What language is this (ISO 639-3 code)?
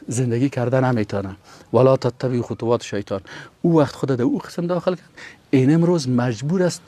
fas